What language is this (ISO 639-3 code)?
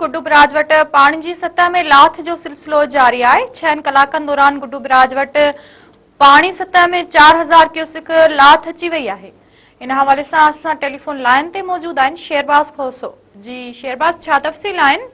snd